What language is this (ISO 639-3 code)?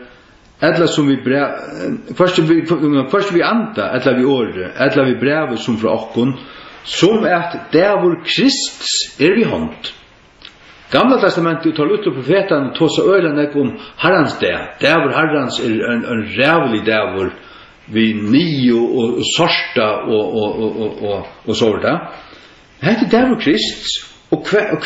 fao